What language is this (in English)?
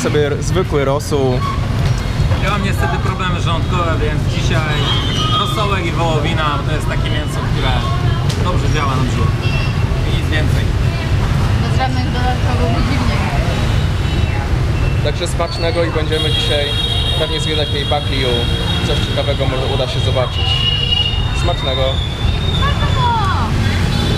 Polish